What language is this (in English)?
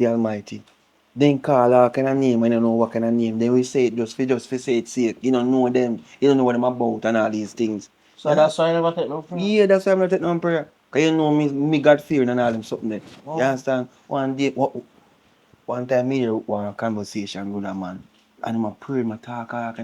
Jamaican Creole English